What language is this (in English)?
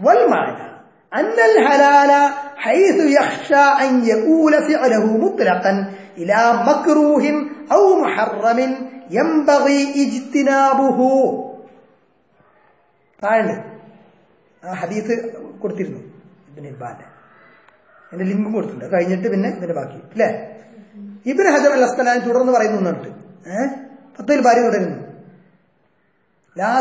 Malayalam